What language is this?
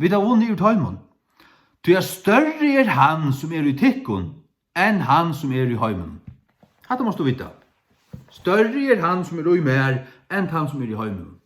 Faroese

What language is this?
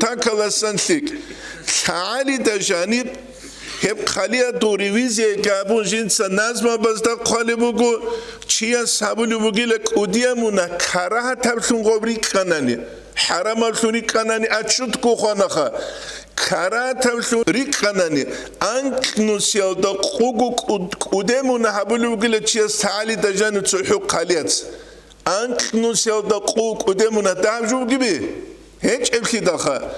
Avaric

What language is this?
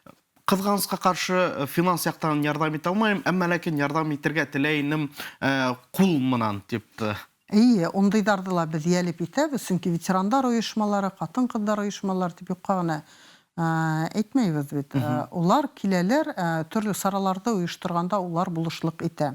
Bashkir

